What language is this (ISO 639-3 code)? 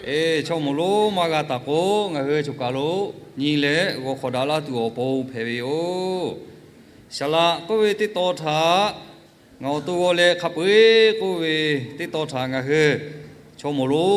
lhu